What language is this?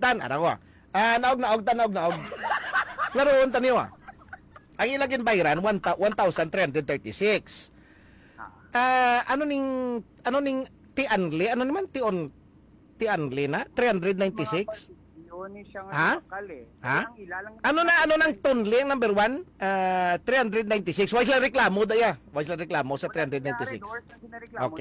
Filipino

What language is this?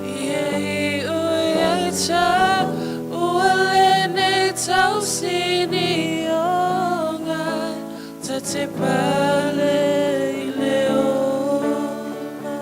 Samoan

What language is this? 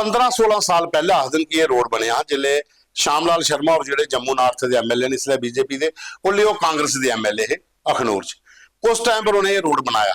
Dogri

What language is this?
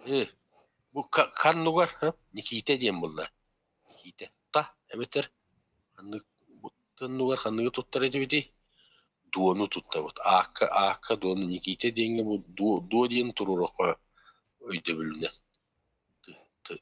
Yakut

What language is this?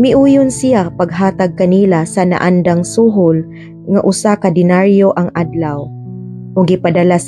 Cebuano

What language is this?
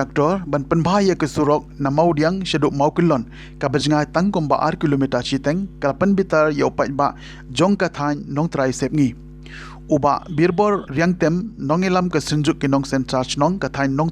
Khasi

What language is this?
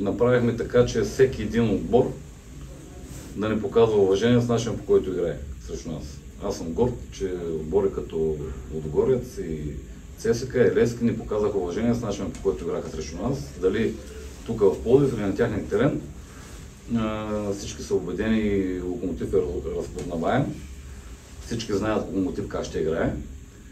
Bulgarian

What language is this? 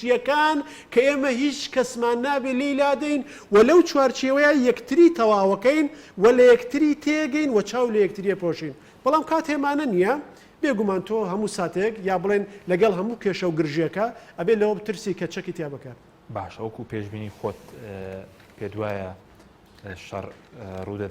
Central Kurdish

